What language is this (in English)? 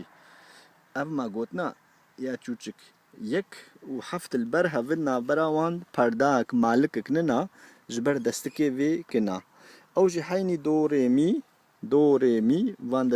Kurdish